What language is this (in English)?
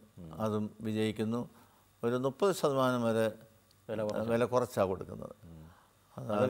Malayalam